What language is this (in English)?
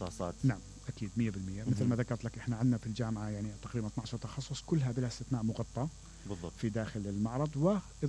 Mesopotamian Arabic